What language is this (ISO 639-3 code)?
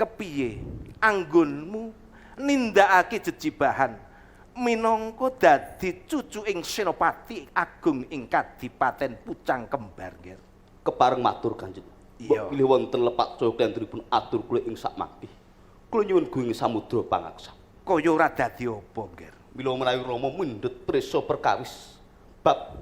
jav